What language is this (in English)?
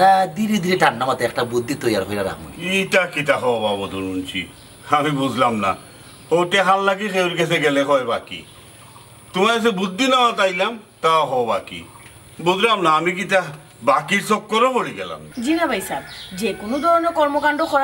Sylheti